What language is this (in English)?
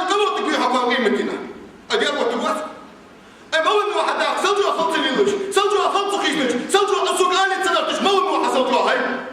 Ingush